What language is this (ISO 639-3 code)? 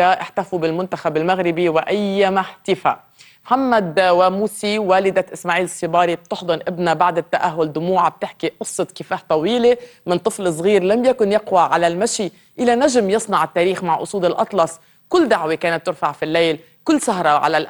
apc